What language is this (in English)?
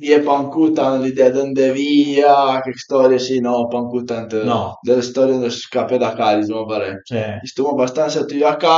Piedmontese